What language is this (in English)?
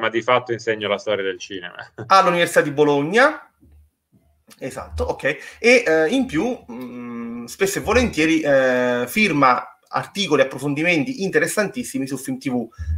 Italian